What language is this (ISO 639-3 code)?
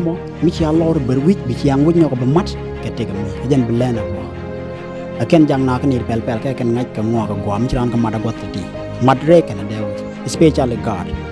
nus